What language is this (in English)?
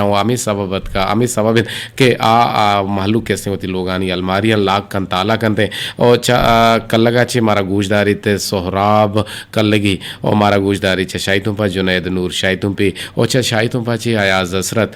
Eastern Balochi